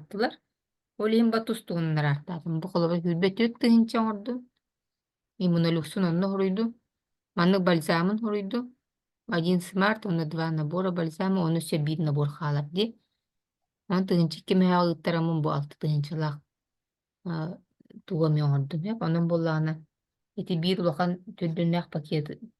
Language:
Yakut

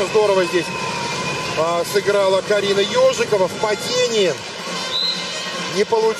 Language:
Russian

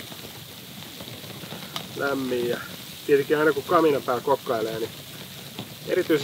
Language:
Finnish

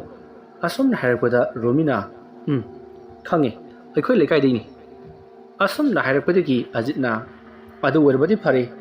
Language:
Manipuri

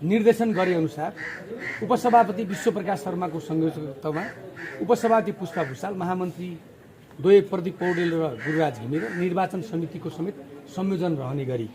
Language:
Nepali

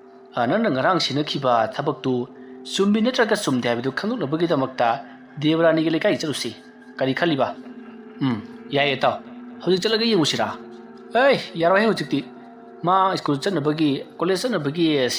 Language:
Manipuri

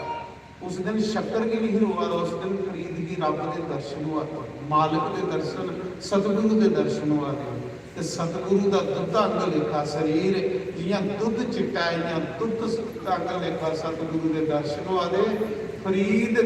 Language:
Dogri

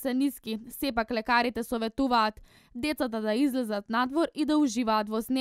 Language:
Macedonian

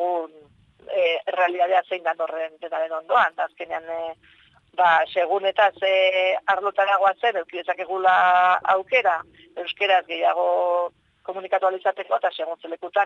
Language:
Basque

